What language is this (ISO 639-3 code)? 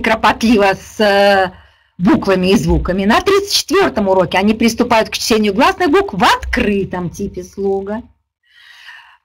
rus